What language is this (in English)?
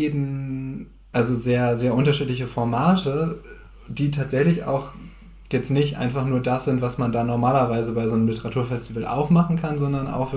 Low German